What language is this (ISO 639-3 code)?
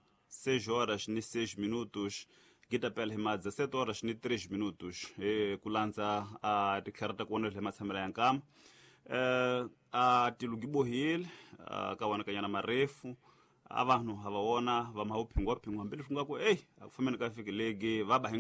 tso